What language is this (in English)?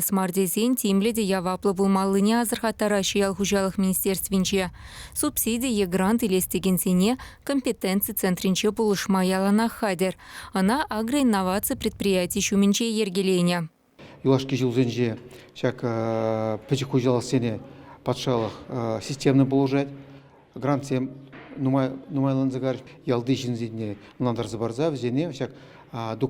Chuvash